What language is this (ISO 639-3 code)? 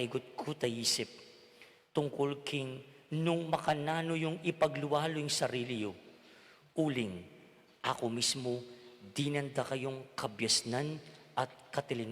pam